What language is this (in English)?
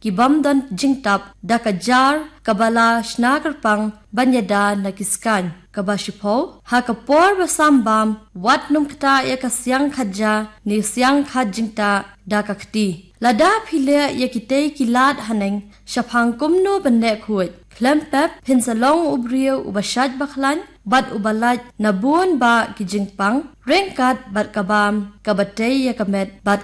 Khasi